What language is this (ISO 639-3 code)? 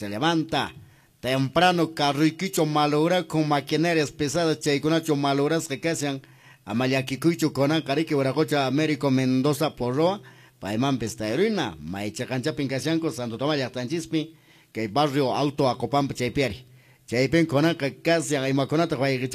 que